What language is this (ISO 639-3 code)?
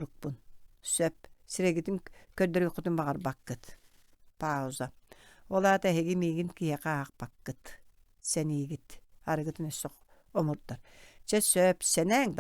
sah